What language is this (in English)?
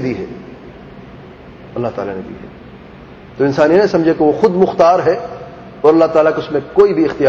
Urdu